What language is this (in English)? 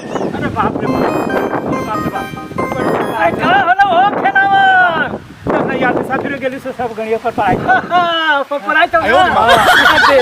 Magahi